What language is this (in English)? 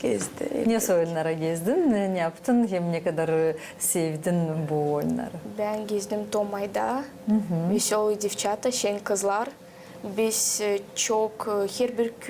Gagauz